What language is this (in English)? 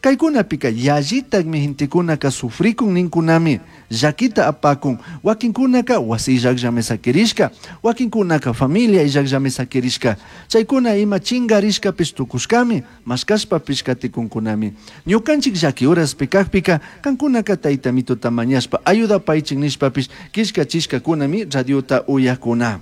Chimborazo Highland Quichua